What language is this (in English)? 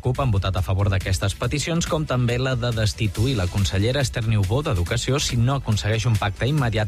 Catalan